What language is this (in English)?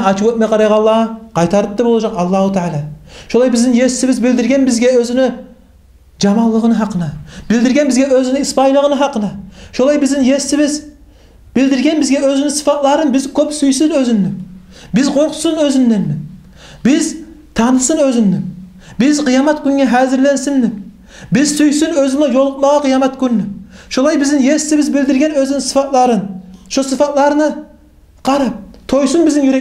Kumyk